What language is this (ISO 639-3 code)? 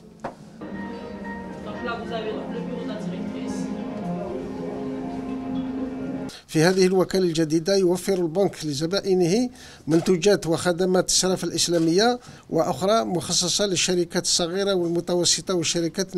ara